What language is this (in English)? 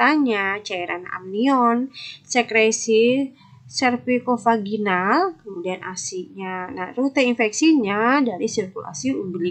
Indonesian